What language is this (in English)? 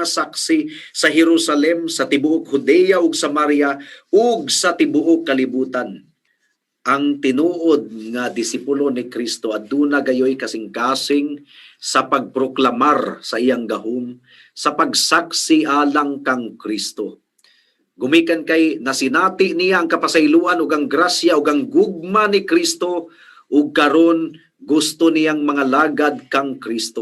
Cebuano